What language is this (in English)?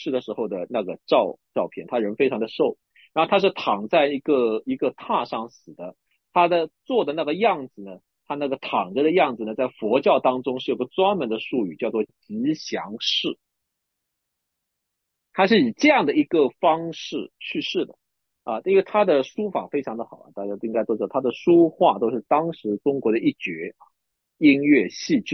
Chinese